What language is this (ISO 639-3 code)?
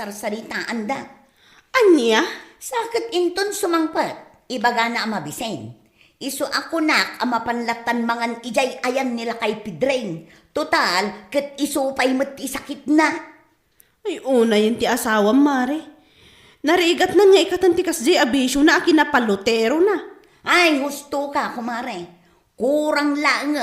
ilo